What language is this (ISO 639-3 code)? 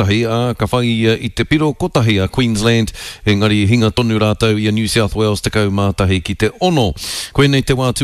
mri